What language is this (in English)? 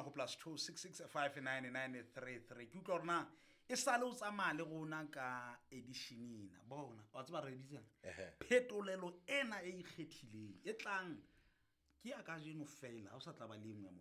Southern Sotho